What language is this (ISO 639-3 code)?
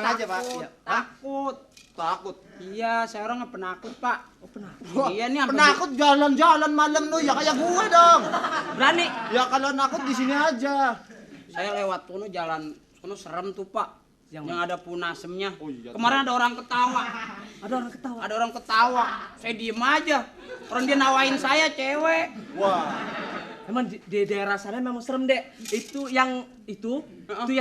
bew